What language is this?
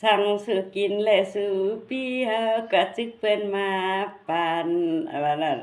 Shan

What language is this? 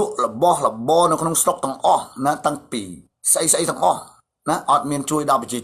Khmer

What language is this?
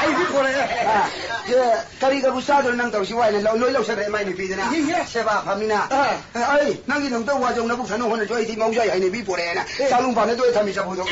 Manipuri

